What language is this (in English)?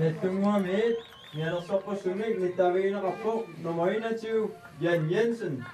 Kalaallisut